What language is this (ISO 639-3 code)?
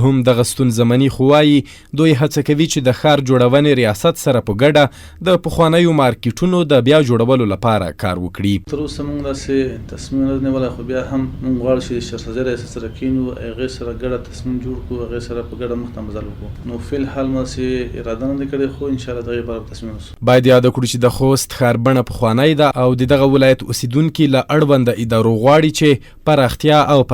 pus